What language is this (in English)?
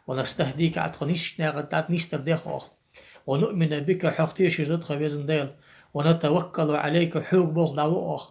Ingush